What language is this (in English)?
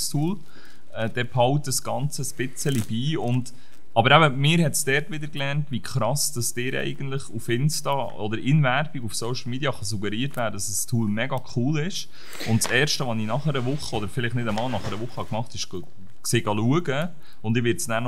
Swiss German